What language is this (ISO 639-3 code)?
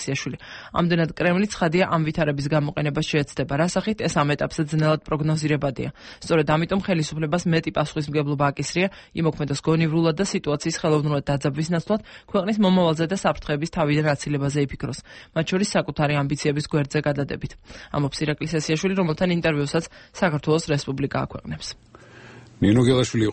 kat